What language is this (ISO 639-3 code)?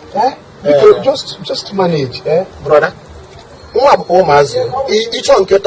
ibo